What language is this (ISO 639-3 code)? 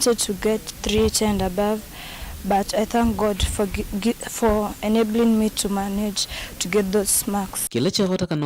kam